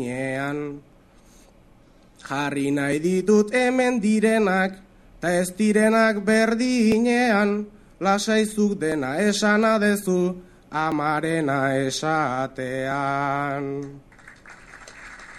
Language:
Basque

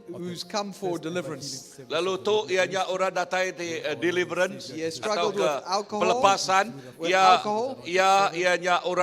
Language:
Iban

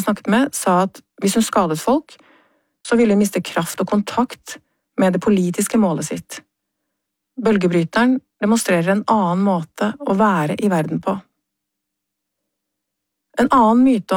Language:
Norwegian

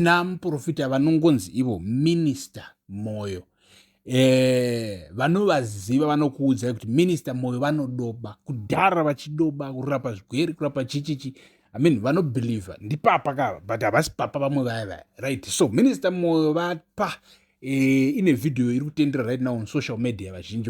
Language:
Shona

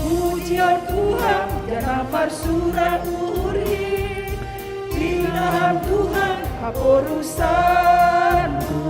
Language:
Batak Simalungun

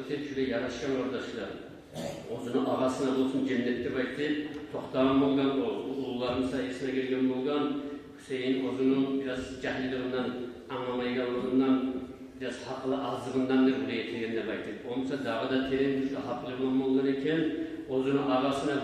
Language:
Kumyk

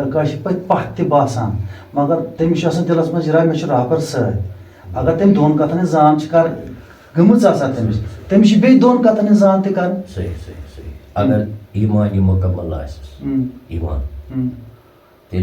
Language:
Kashmiri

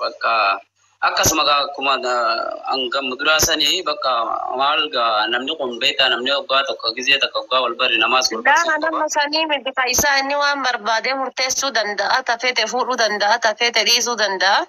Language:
Oromo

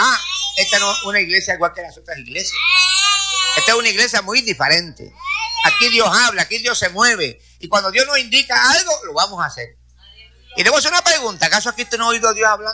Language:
Spanish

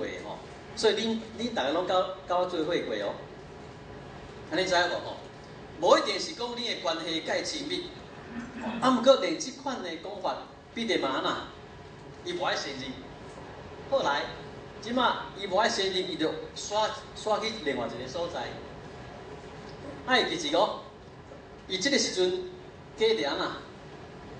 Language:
Min Nan Chinese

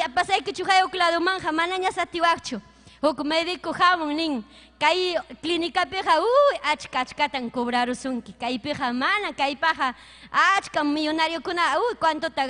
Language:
Ayacucho Quechua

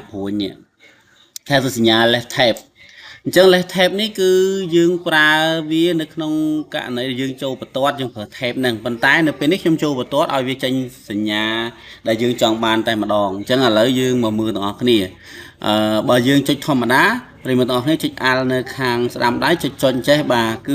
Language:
Khmer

